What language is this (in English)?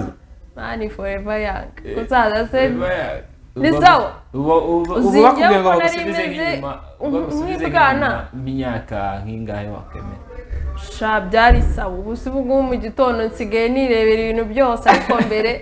Kinyarwanda